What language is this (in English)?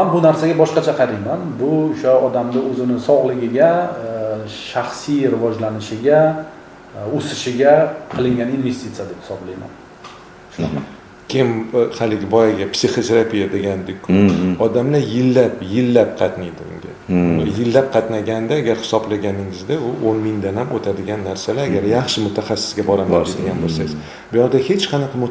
Uzbek